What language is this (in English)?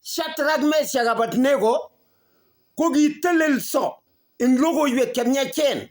Kalenjin